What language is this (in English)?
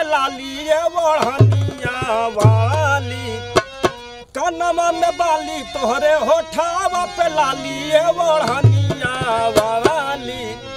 Bhojpuri